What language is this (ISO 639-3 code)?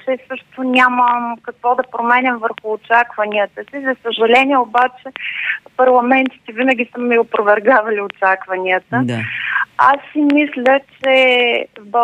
bul